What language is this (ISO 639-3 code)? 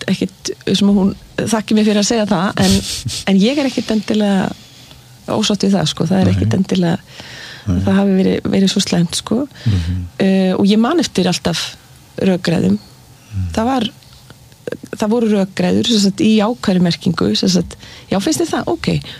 isl